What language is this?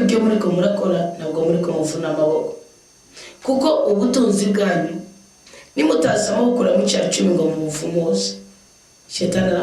Rundi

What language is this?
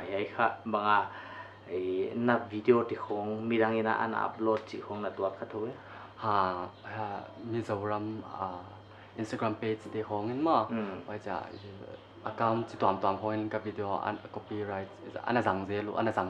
Paite Chin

